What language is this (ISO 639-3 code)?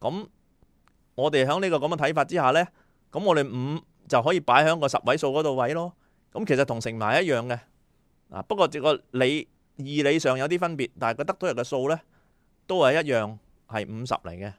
yue